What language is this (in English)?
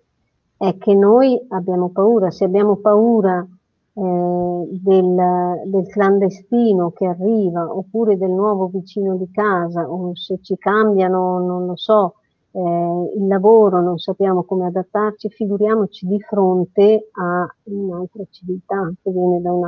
Italian